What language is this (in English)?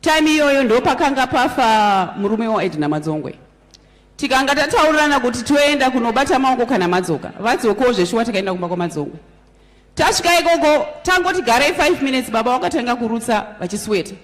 Shona